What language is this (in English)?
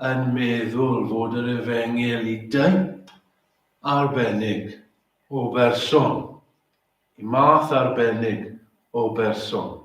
Welsh